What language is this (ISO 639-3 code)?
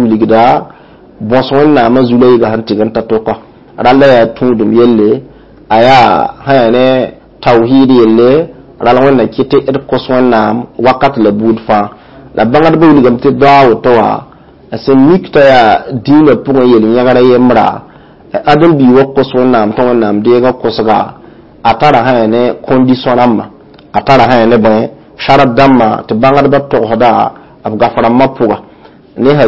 mos